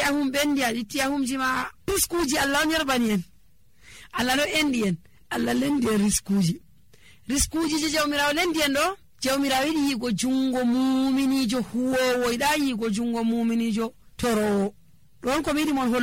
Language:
Nigerian Fulfulde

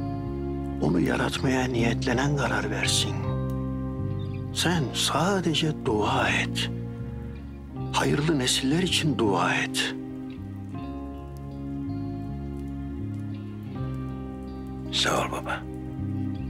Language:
Turkish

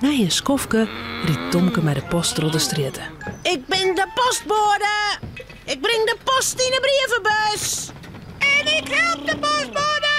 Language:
Western Frisian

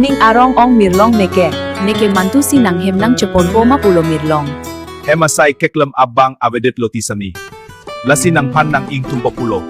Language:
Karbi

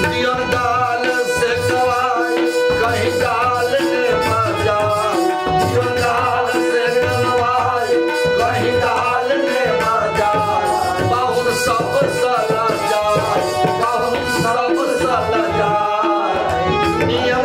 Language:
Maithili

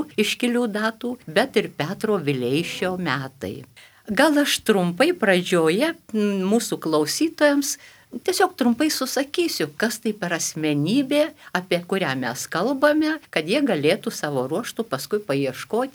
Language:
Lithuanian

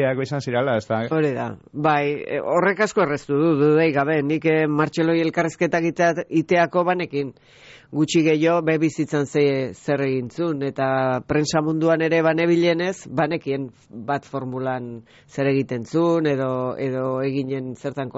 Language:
Basque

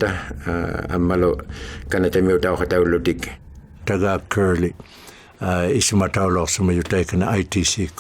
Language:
Inuktitut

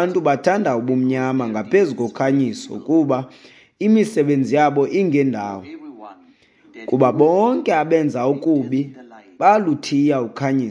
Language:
Xhosa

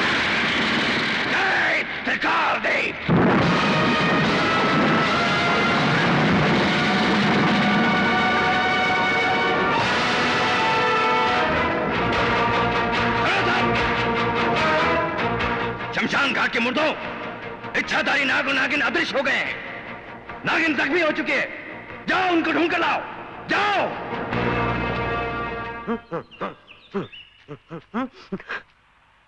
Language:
Hindi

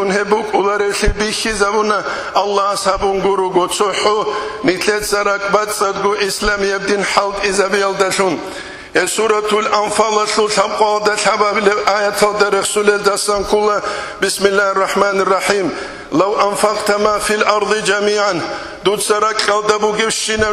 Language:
Avaric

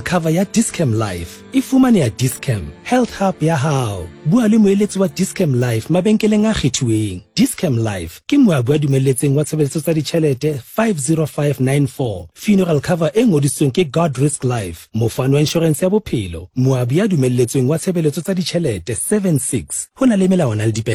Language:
Southern Sotho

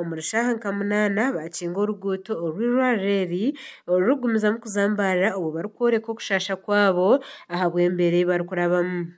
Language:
Nyankole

